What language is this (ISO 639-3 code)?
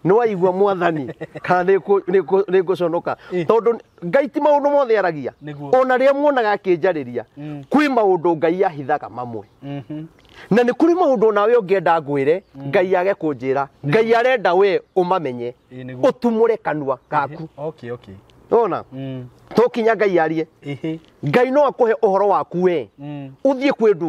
kik